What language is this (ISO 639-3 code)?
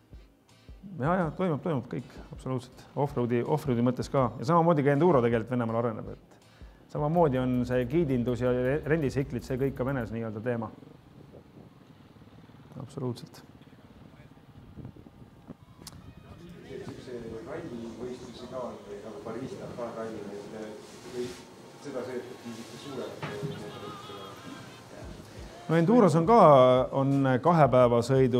est